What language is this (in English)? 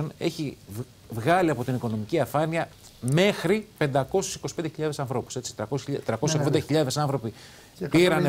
Greek